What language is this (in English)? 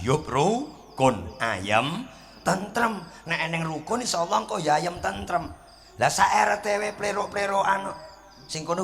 Javanese